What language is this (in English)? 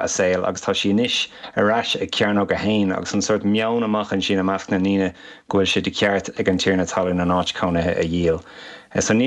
Irish